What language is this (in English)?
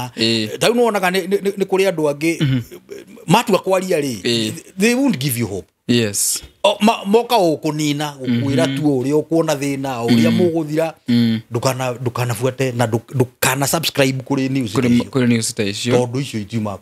Kikuyu